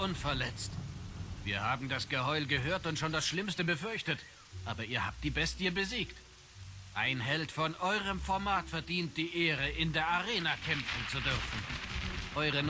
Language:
Swiss German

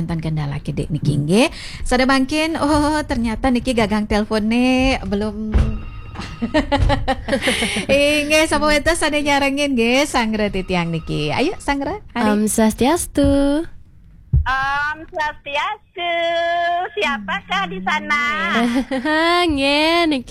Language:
Balinese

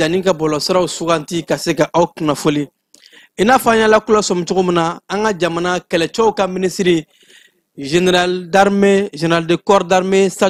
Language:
Bambara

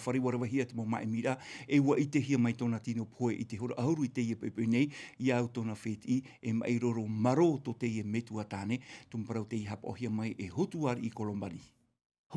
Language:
Tahitian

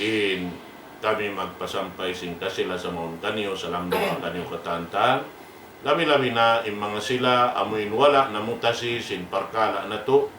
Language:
Tausug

